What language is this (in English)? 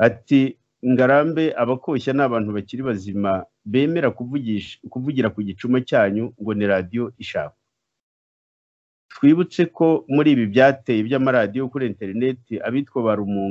Kinyarwanda